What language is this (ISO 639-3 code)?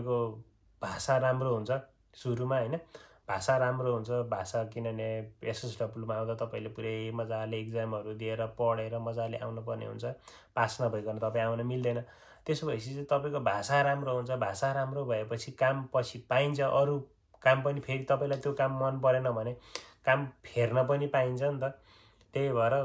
nep